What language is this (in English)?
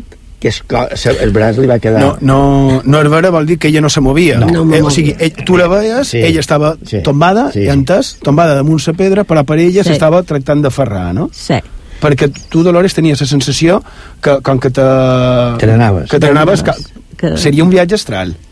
Catalan